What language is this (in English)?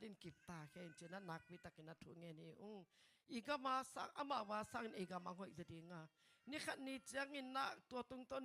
Tedim Chin